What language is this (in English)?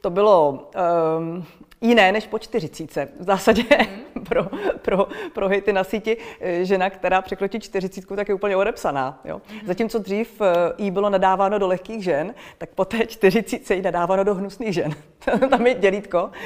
Czech